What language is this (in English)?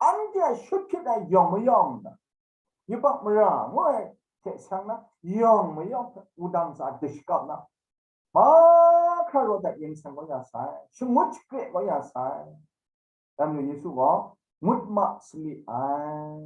Kachin